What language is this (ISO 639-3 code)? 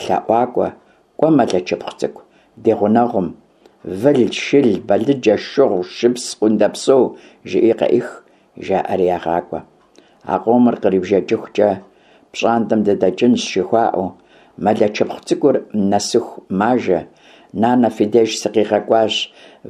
kbd